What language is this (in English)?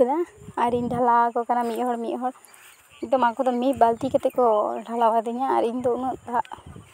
Santali